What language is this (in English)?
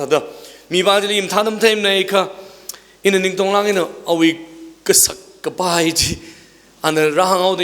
Tangkhul Naga (India)